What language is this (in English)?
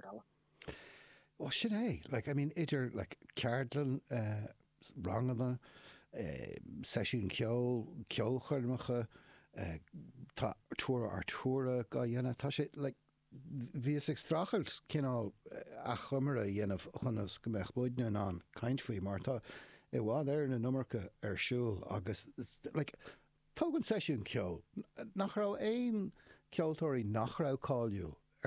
Irish